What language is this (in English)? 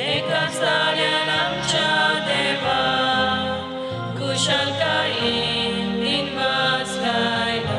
Konkani